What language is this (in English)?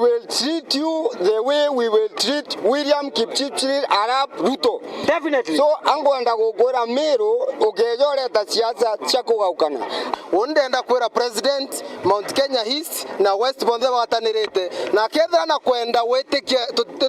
Meru